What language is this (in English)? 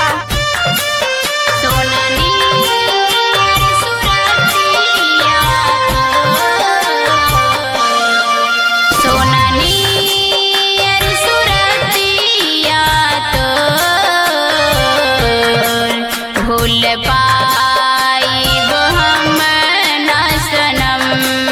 Bhojpuri